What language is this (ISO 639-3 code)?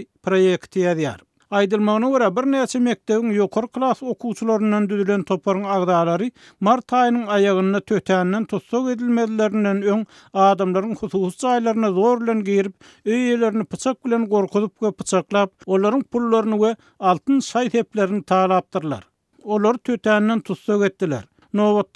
tuk